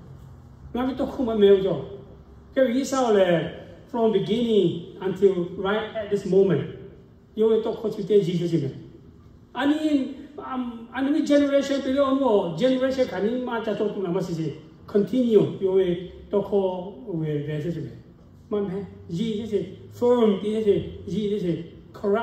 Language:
Lahu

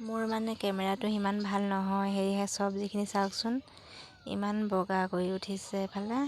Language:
Assamese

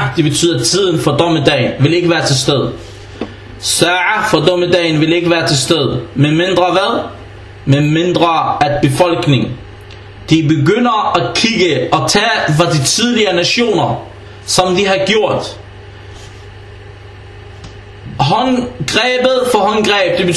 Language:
Danish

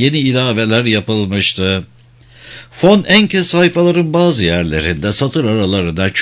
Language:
Turkish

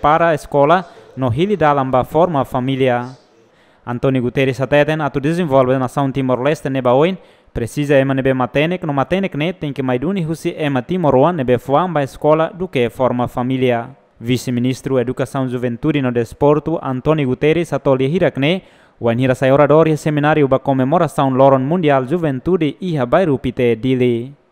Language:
Tetum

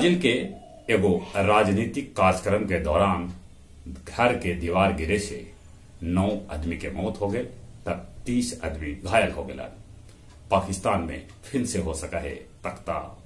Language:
Magahi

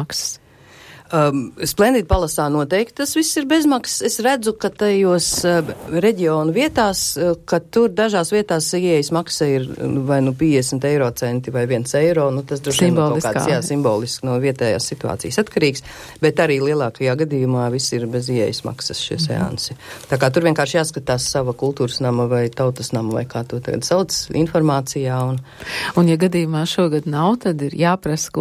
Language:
Latvian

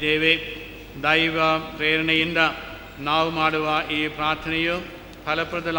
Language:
Kannada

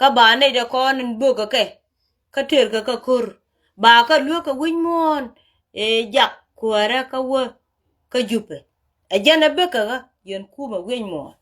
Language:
Nuer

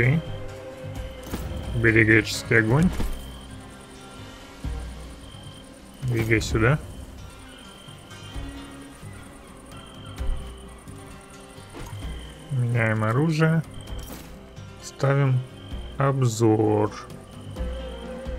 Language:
Russian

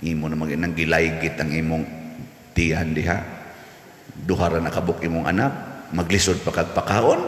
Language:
Cebuano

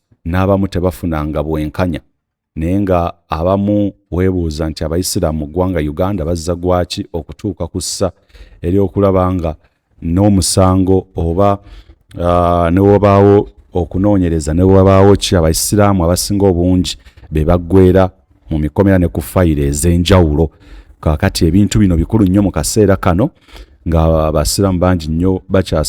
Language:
Ganda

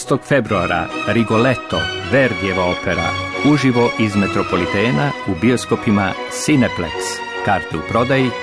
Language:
Serbian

